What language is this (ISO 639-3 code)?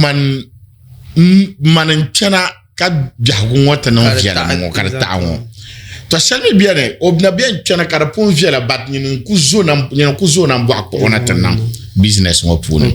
dag